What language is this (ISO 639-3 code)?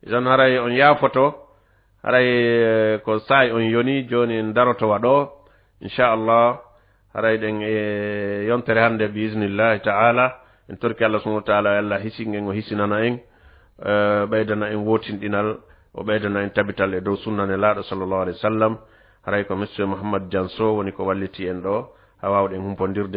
ful